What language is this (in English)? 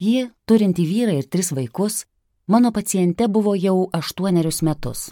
Lithuanian